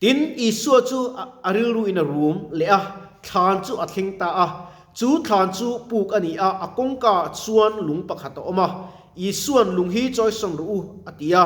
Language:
Mizo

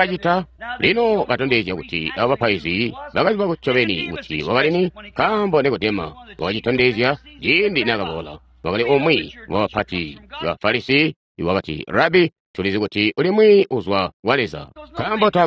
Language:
Tonga (Zambia)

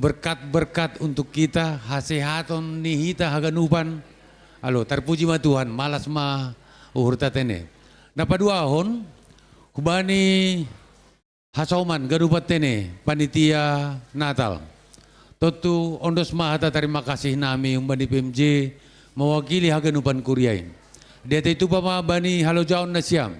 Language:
Batak Simalungun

